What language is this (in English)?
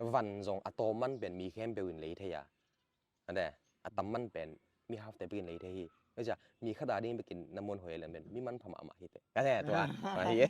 Tedim Chin